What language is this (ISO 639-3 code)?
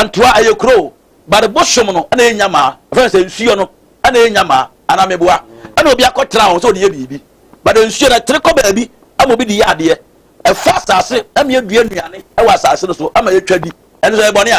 aka